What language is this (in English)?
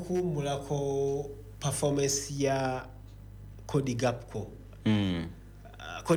Ganda